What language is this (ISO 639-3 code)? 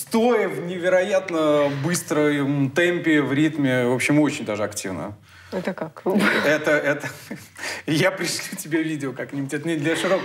rus